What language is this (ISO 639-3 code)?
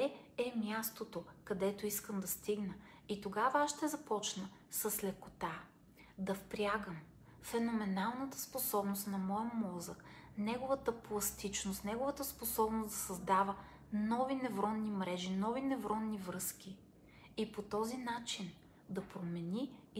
bul